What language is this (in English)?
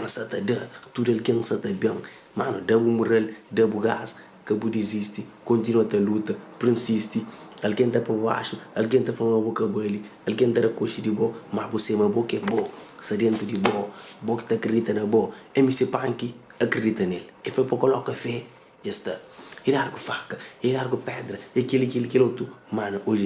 Kabuverdianu